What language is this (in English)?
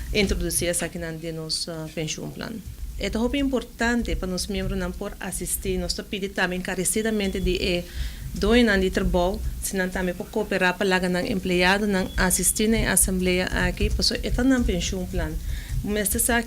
Papiamento